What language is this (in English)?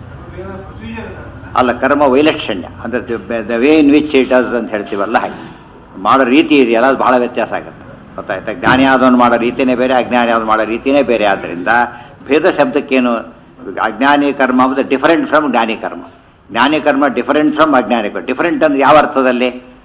Kannada